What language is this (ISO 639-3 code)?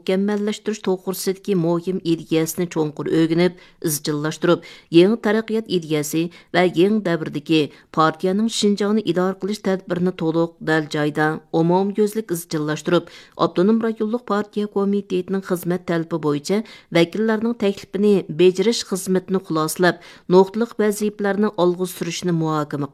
uig